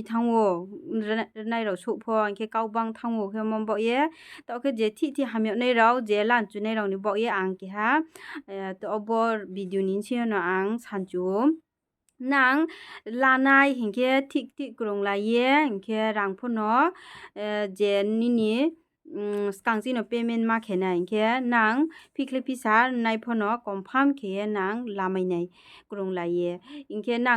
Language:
Riang (India)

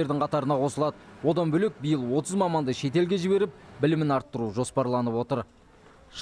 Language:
Kazakh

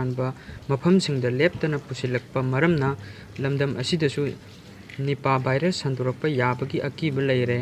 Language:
Manipuri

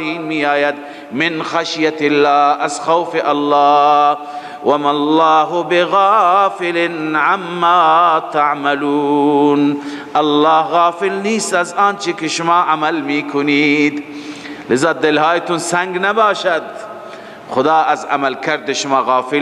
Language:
Persian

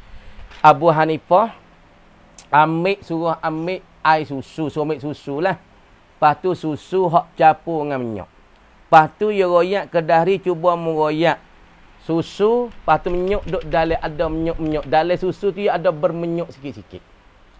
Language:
Malay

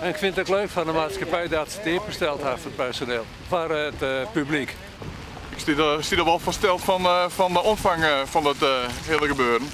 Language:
Western Frisian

